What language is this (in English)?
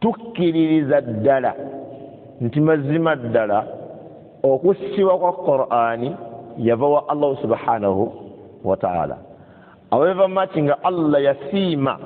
Ganda